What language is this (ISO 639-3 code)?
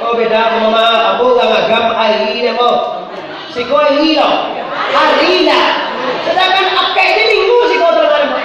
min